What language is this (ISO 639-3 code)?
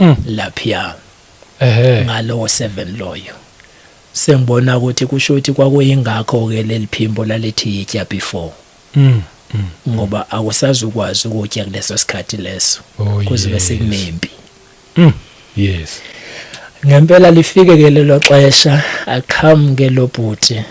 zul